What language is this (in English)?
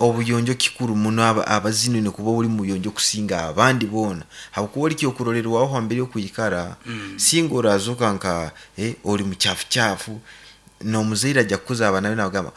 Nyankole